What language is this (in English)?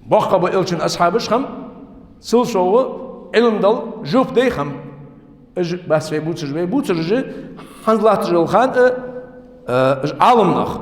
Ingush